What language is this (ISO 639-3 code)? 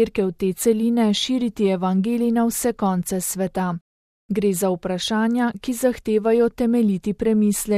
slv